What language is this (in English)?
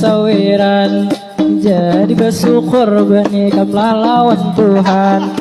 Banjar